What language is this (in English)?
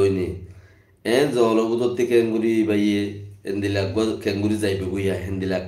Rohingya